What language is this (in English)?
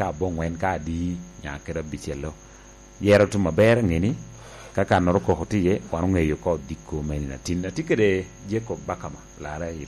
Lango (Uganda)